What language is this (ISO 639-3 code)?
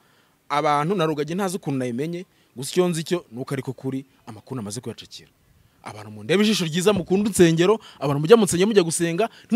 kin